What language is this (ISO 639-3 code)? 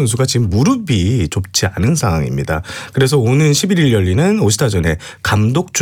kor